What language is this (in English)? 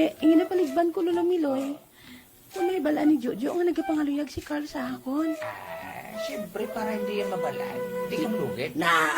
Hiligaynon